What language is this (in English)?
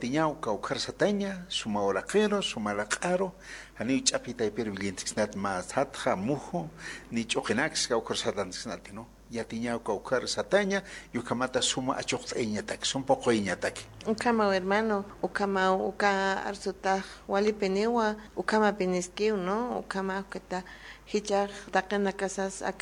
Aymara